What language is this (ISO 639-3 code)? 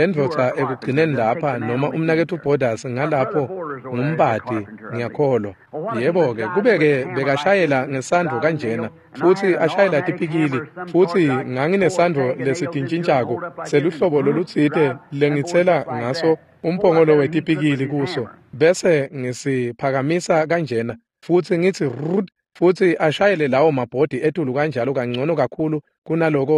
ssw